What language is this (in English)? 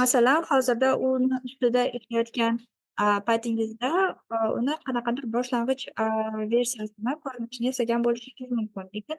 Uzbek